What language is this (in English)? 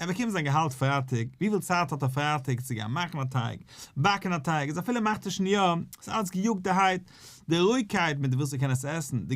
Yiddish